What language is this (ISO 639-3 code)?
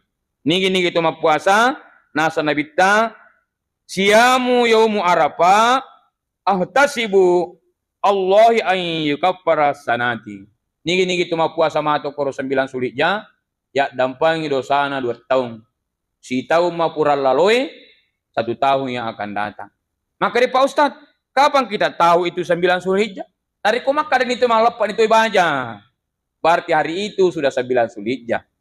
bug